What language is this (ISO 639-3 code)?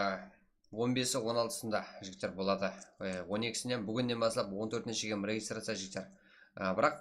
kaa